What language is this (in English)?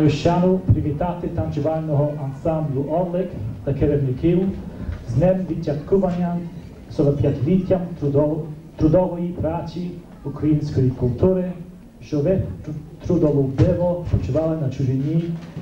Ukrainian